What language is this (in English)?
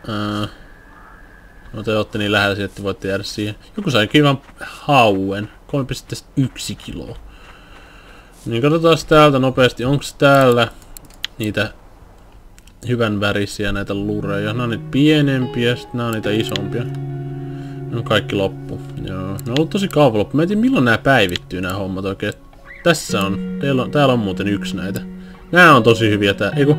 Finnish